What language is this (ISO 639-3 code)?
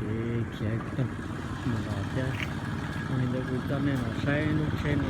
hmn